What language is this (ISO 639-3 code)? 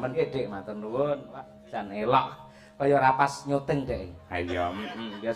jav